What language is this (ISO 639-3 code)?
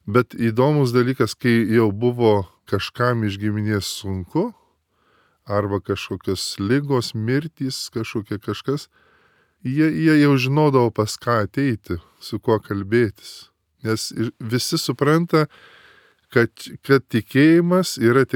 lit